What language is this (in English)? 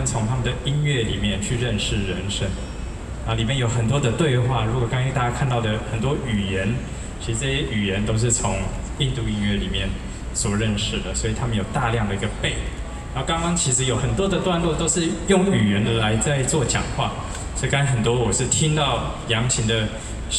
Chinese